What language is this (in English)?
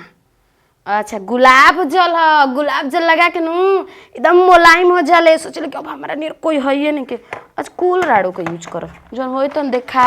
Bhojpuri